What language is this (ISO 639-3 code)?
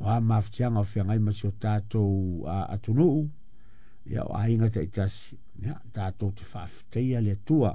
smo